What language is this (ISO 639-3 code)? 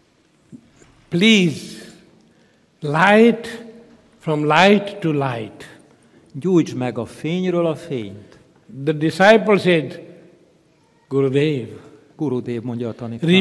hun